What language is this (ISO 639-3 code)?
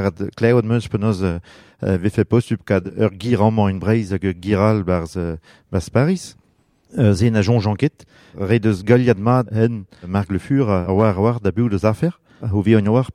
bre